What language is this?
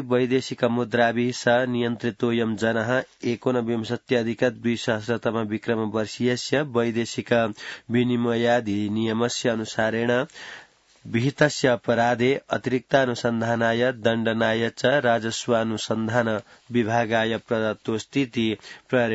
Sanskrit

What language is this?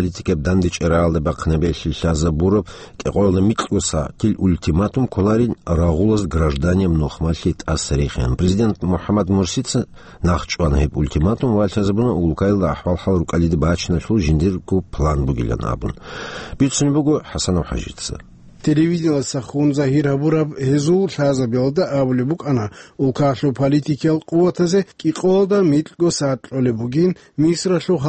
Avaric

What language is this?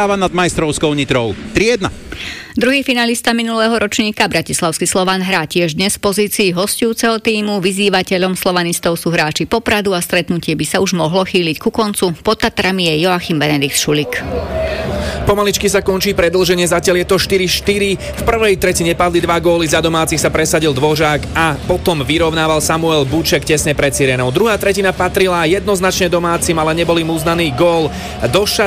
Slovak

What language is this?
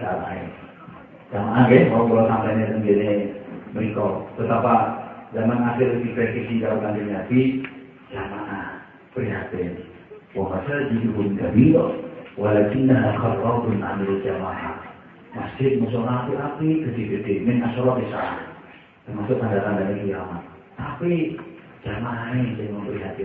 Javanese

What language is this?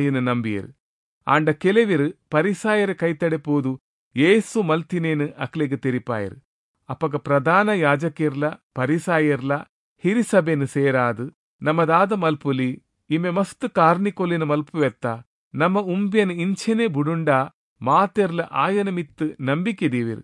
Tulu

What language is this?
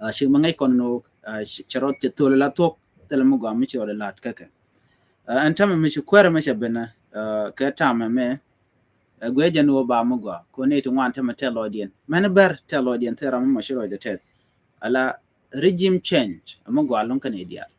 Nuer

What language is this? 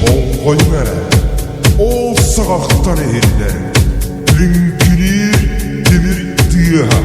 Yakut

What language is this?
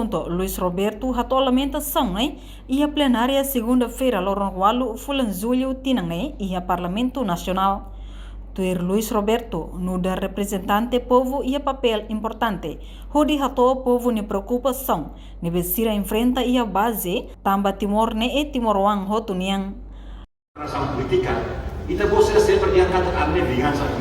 Tetum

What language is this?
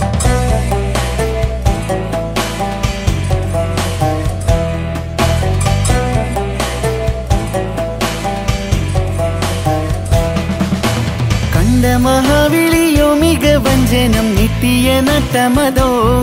Malayalam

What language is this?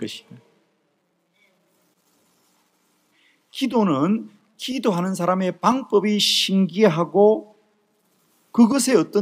Korean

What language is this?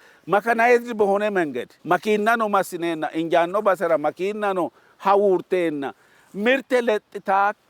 Sidamo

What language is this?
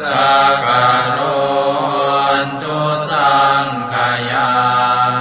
Pali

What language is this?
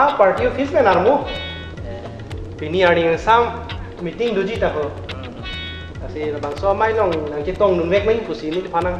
Karbi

